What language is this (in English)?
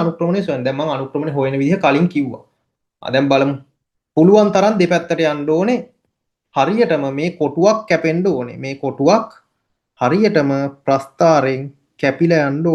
Sinhala